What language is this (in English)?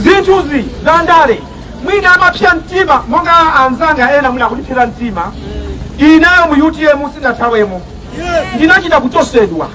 Nyanja